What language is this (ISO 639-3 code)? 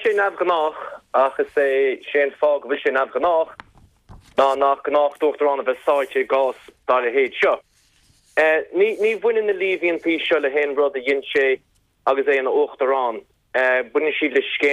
gle